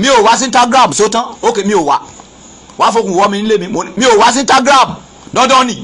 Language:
Yoruba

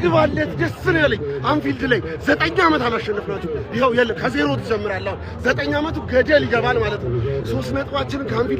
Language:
Amharic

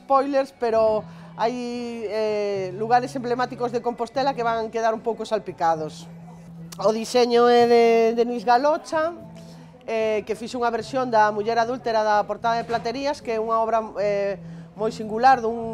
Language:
Galician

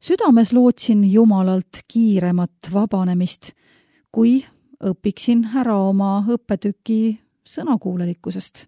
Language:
Estonian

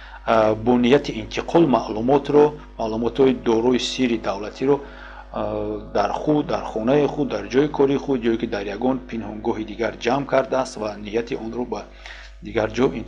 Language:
Tajik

